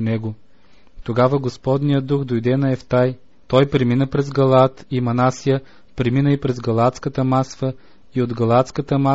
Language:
Bulgarian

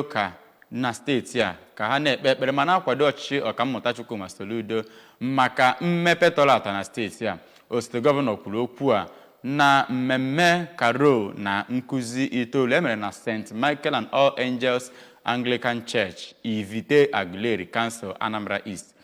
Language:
Igbo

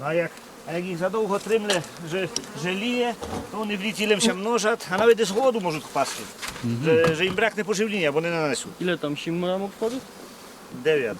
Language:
Rusyn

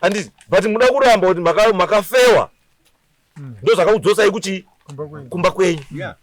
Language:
Shona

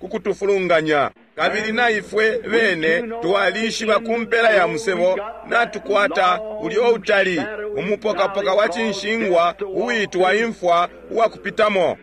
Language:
Bemba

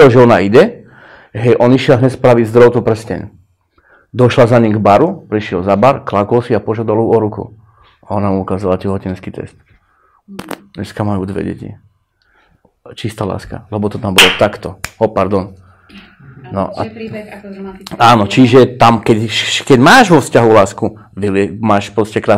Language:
Slovak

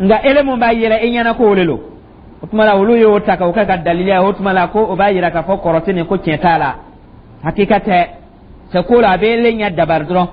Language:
Dyula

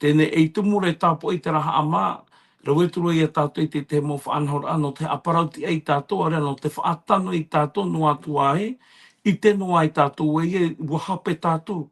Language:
Tahitian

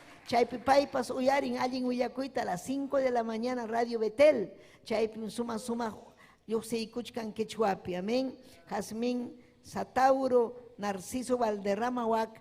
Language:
Ayacucho Quechua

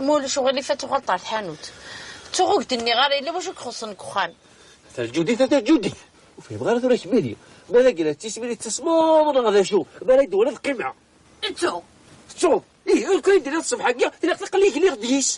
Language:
Kabyle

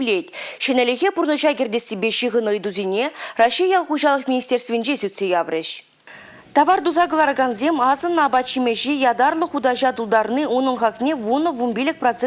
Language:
Chuvash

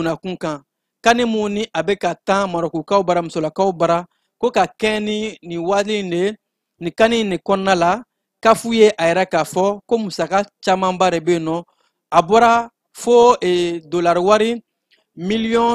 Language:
Bambara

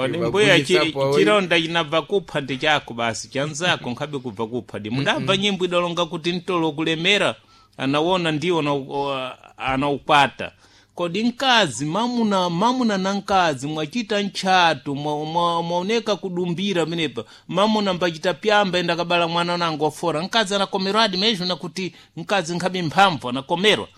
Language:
Sena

